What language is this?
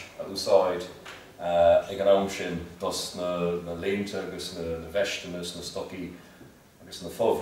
Irish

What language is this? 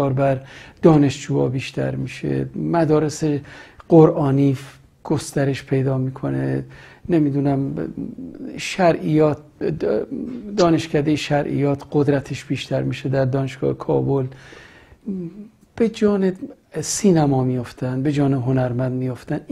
Persian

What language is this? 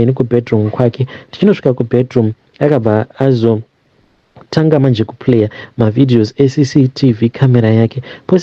Shona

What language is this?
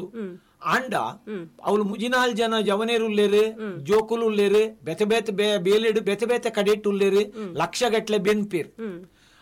Tulu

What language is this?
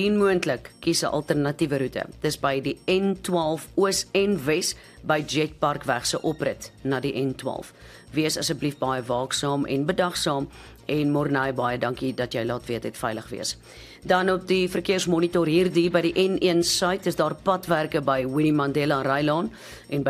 Afrikaans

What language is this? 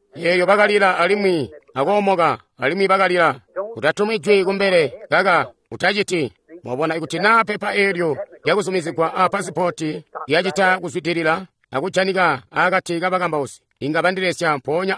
Tonga (Zambia)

